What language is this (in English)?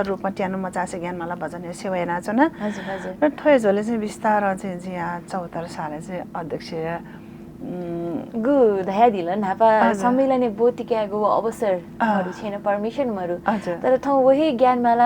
Newari